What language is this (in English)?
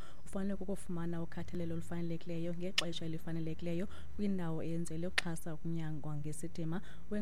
Xhosa